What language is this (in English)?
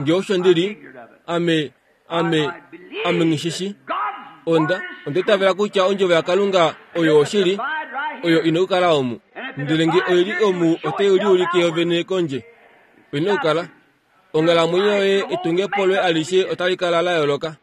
Kuanyama